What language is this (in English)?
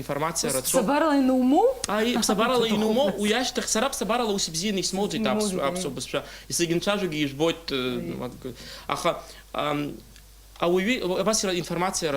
Abkhazian